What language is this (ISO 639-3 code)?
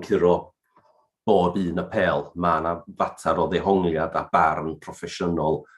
cym